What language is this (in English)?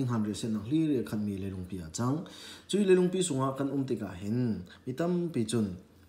Falam Chin